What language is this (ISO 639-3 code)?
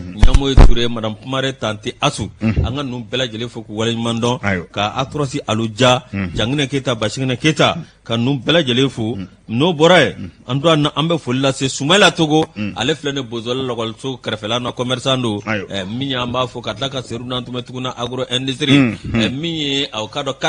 bam